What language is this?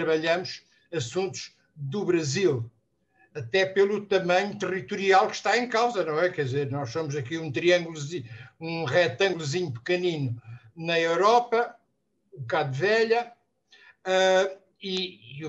Portuguese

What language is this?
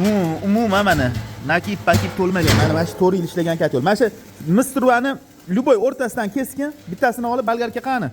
Uzbek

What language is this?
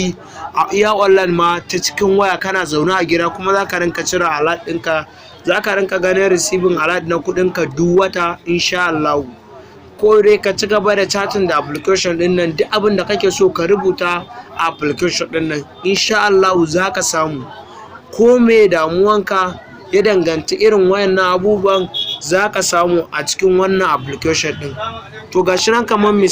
Hausa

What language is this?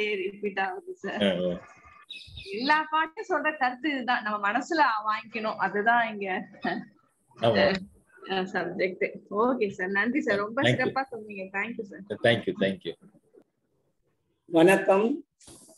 Tamil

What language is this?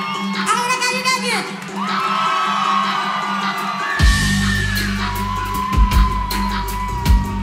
Hungarian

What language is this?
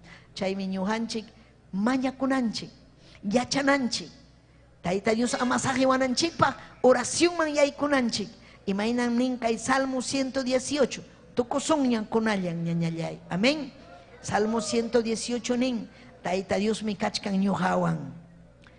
Ayacucho Quechua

